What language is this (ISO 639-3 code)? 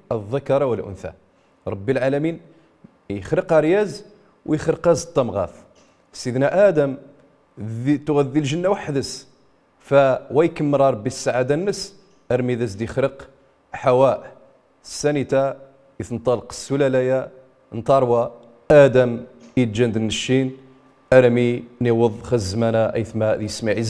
rif